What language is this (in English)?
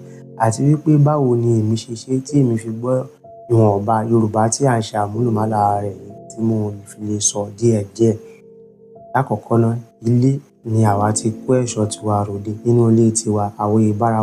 Yoruba